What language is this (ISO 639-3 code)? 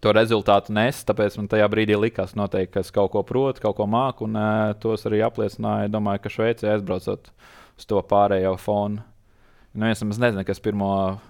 lav